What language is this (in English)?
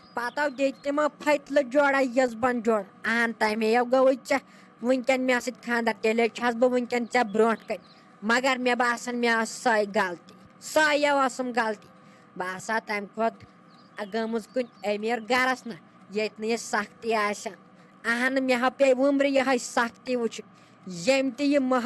Kashmiri